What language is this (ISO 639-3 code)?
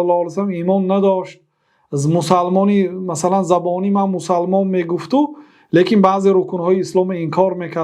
tgk